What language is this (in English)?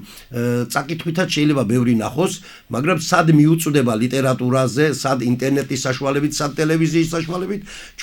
Georgian